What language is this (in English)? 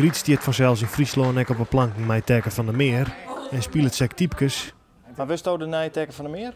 Western Frisian